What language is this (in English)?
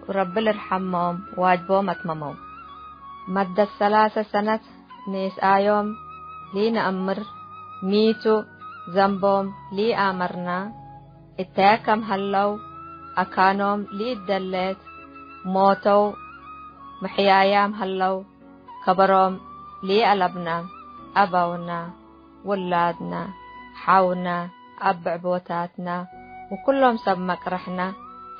Tigre